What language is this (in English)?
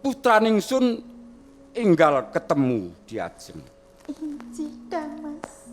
Javanese